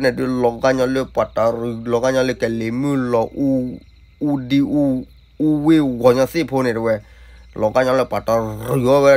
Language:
S'gaw Karen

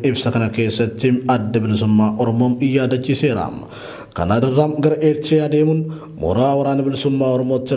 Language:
Oromo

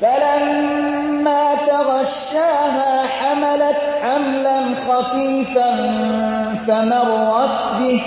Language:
Persian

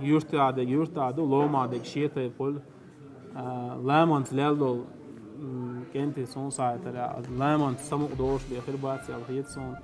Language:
Chechen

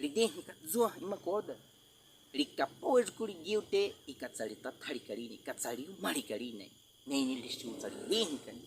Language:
Baniwa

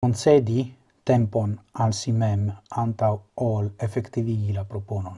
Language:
Esperanto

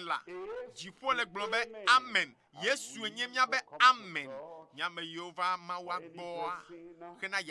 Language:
Ewe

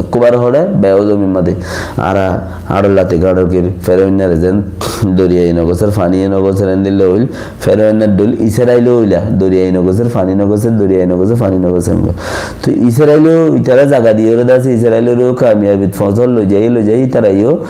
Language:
Rohingya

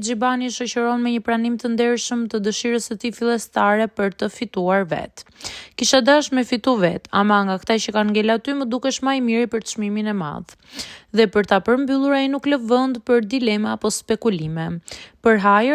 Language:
Albanian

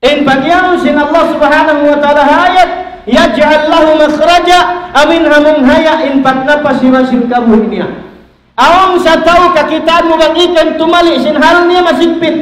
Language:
Tausug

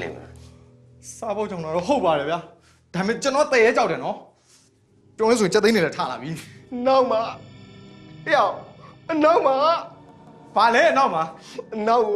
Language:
Burmese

